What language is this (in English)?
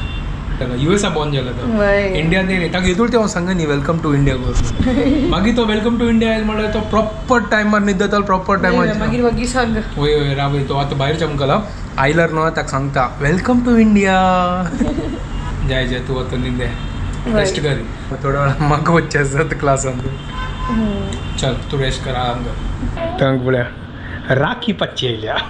Konkani